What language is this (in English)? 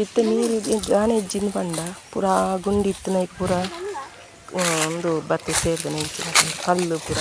Tulu